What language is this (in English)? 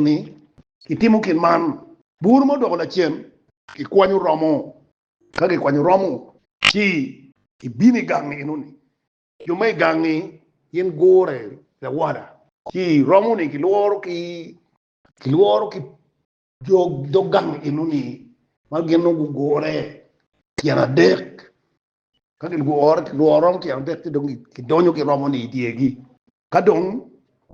Acoli